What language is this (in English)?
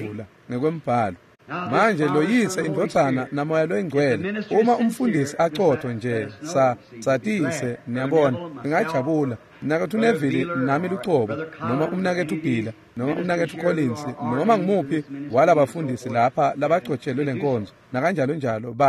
Swati